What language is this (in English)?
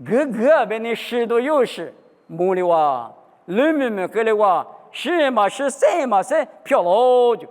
Lisu